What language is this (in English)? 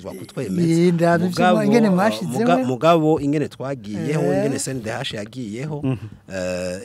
Rundi